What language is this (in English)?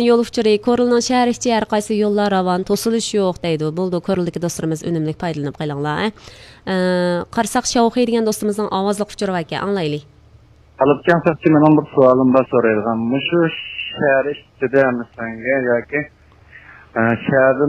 Uyghur